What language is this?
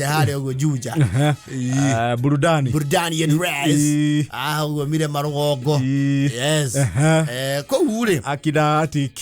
Kikuyu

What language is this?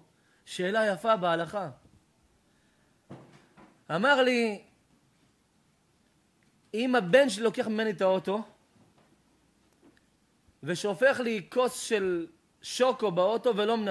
Hebrew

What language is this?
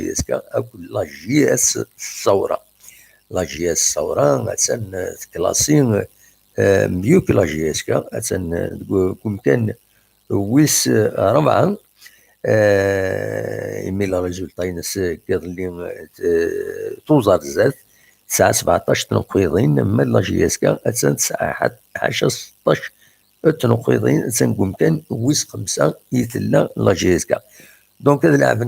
Kabyle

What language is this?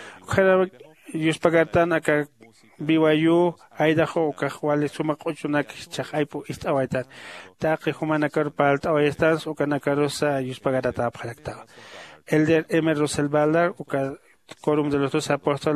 Aymara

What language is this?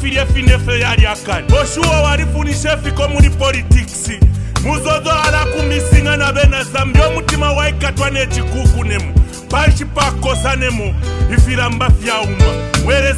Bemba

